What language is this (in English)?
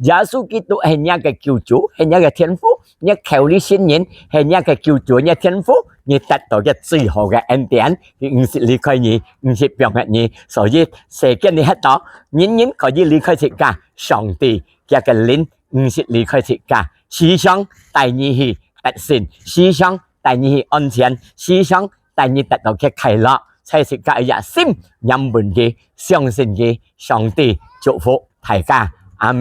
Hakka Chinese